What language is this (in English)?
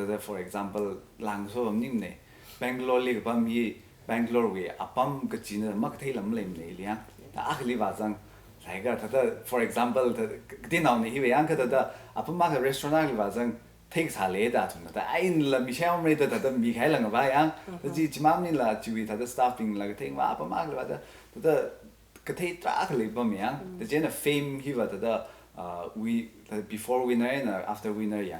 Tangkhul Naga (India)